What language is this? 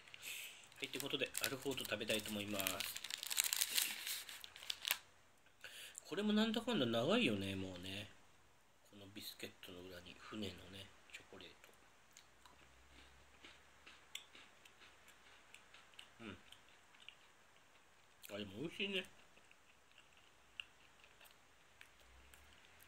Japanese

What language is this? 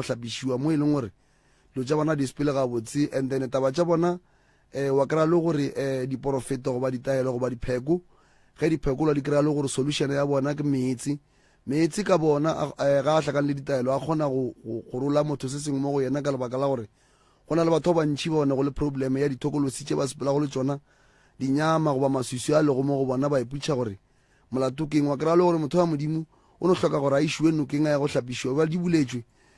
Northern Sotho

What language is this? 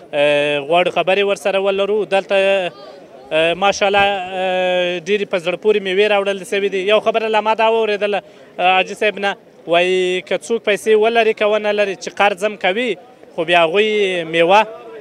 Pashto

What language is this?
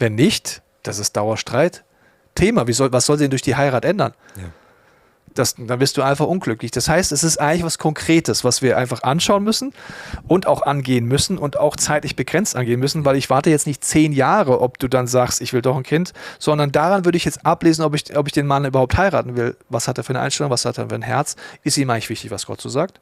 Swiss German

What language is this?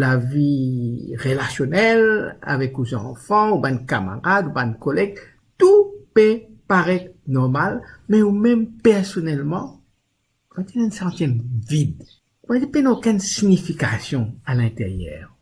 Morisyen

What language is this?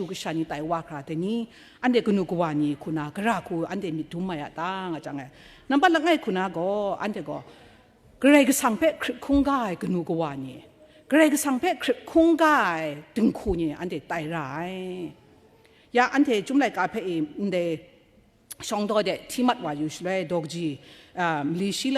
Kachin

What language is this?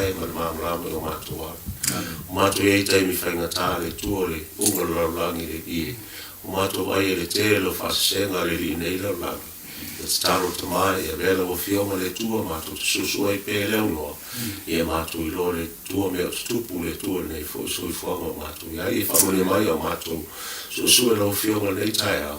Samoan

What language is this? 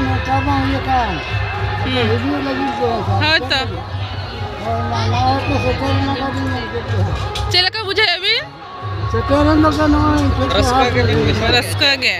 Santali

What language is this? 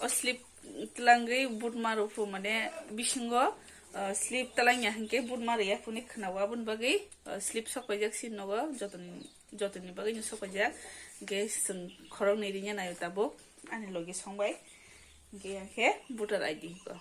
Kok Borok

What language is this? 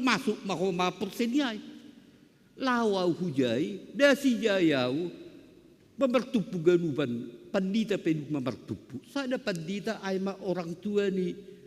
Batak Simalungun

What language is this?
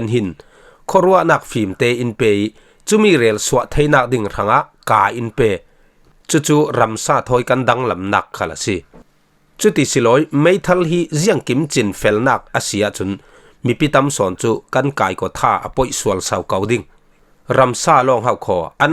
Falam Chin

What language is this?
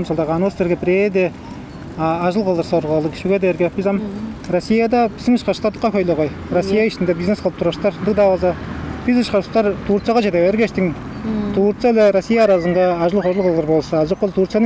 Tuvinian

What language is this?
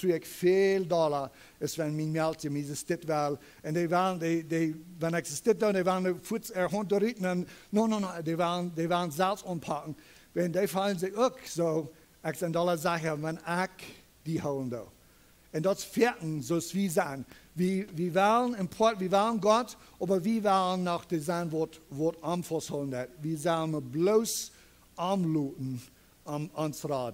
Plautdietsch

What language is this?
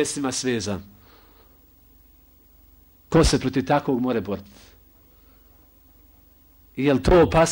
Bosnian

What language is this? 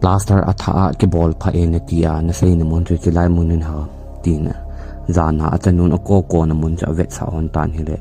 Thado Chin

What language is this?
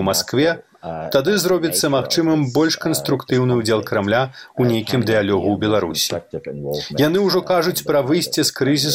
Belarusian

